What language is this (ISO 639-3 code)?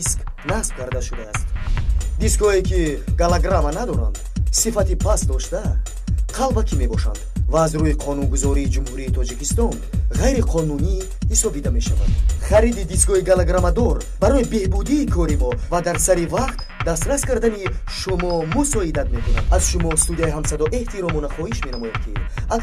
tgk